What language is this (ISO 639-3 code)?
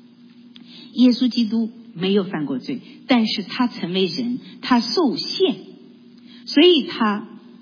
zho